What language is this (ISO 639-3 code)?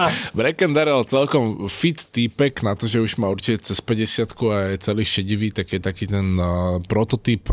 slk